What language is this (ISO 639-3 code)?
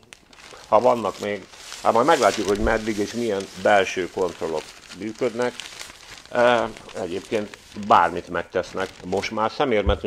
hun